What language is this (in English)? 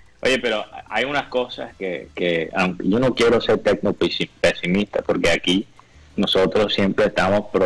Spanish